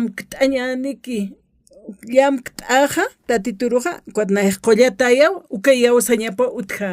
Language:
Aymara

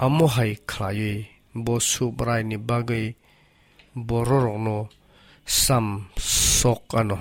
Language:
Kok Borok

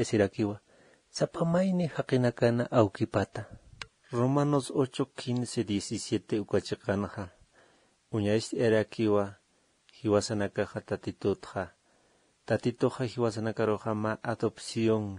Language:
Aymara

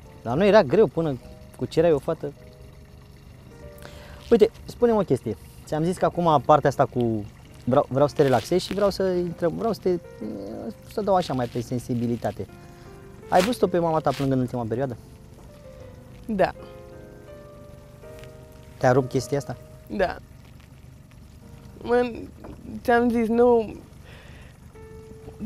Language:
Romanian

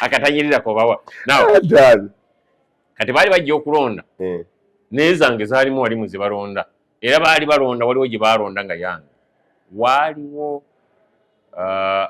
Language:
Ganda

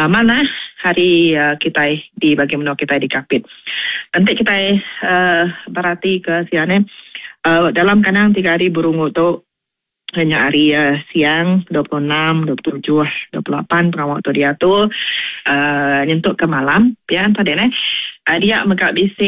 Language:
Iban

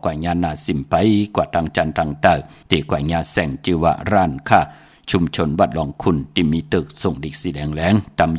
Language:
Shan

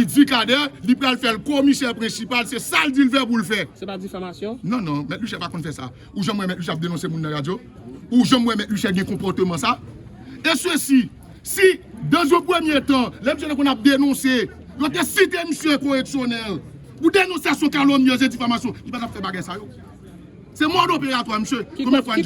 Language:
Haitian Creole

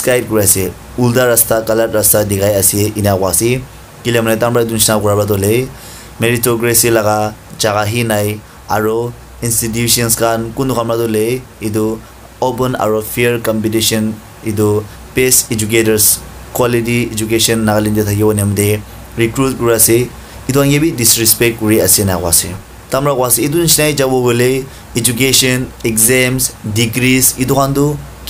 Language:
Naga Pidgin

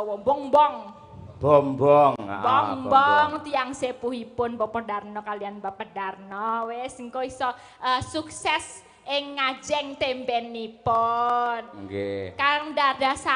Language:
Javanese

